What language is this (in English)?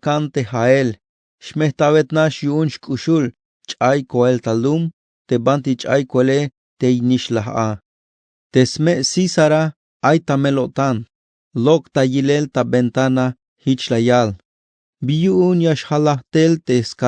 Tzeltal